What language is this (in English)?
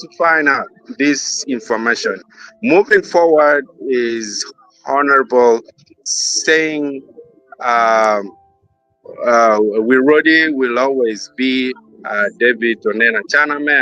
Acoli